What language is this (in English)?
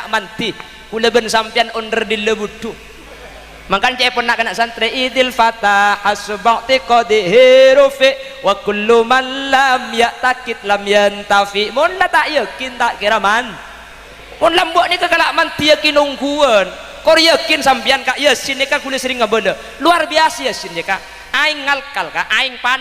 Madurese